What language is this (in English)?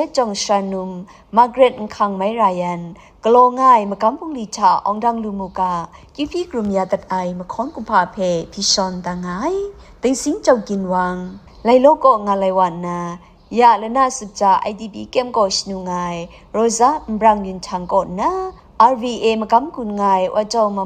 Kachin